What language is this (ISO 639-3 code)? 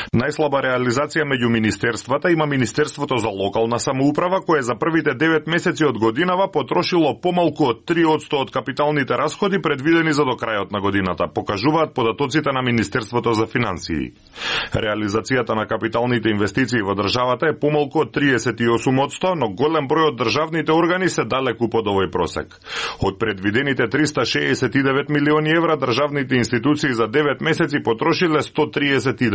mkd